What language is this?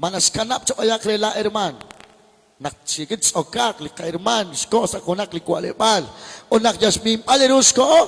Kekchí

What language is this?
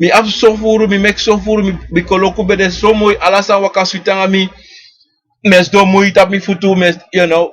Sranan Tongo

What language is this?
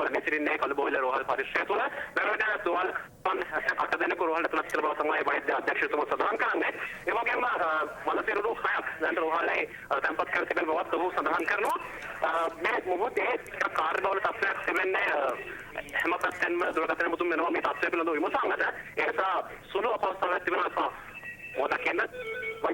Sinhala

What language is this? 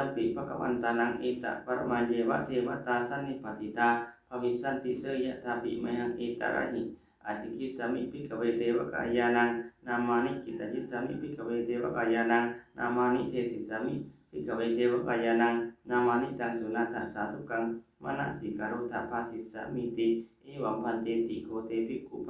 Pali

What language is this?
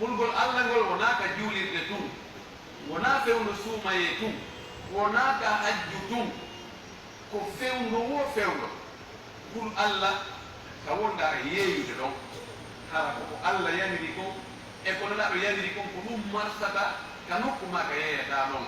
Fula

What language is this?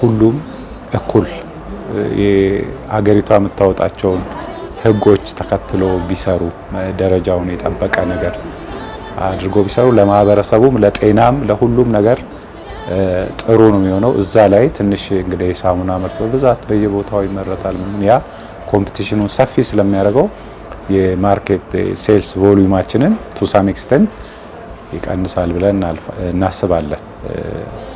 Amharic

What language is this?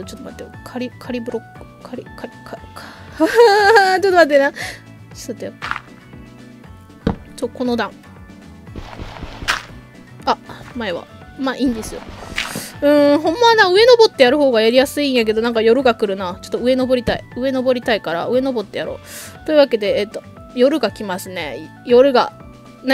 Japanese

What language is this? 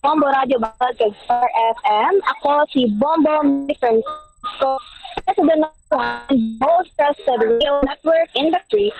Hiligaynon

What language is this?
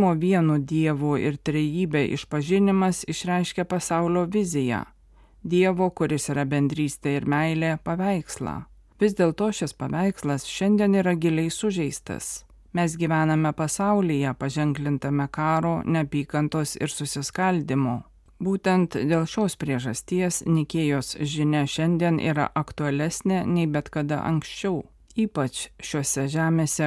Lithuanian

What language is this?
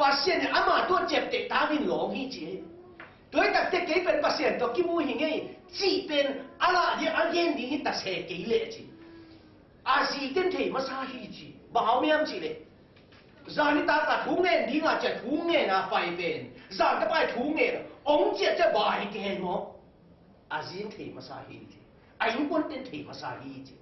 Tedim Chin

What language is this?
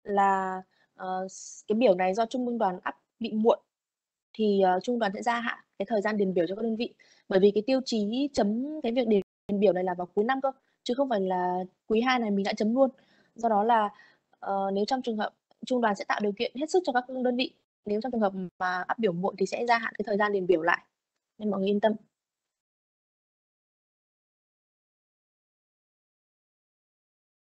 Vietnamese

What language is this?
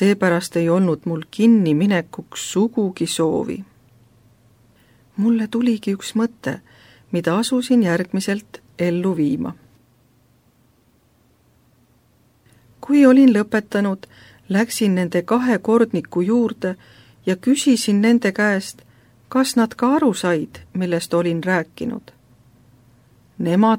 Estonian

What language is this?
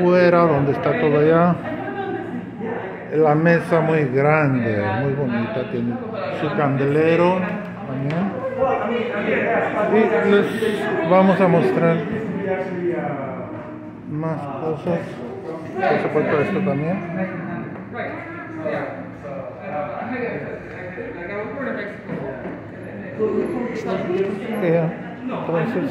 Spanish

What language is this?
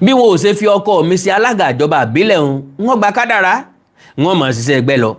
Yoruba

